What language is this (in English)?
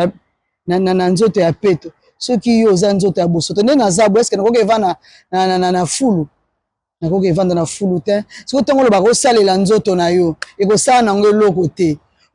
Lingala